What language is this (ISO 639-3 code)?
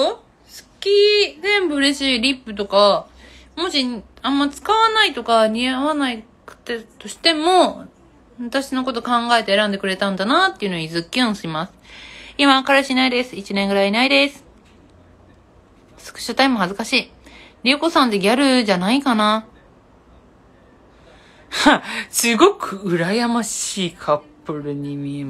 jpn